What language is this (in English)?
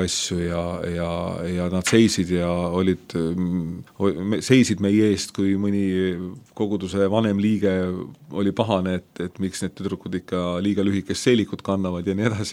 Estonian